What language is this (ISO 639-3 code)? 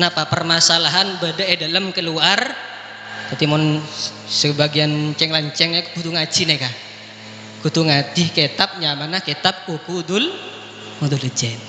mad